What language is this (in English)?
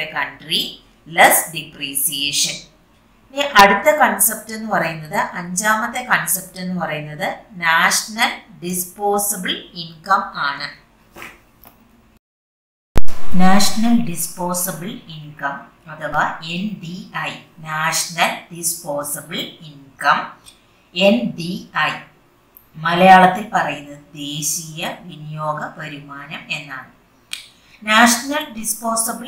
Malayalam